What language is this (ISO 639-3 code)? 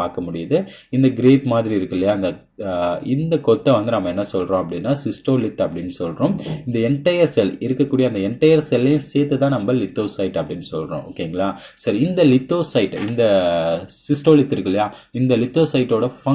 tam